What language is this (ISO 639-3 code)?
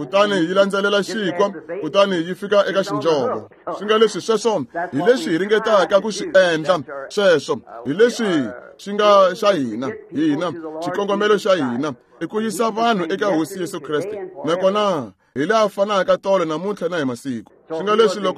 tso